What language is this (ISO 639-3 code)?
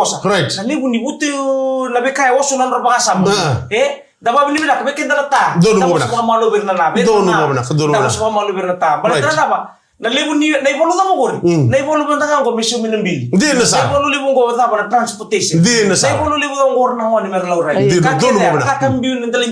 fij